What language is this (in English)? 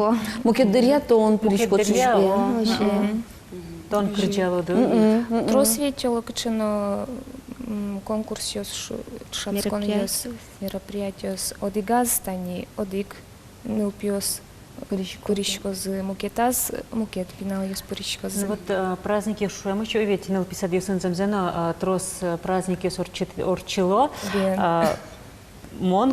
Udmurt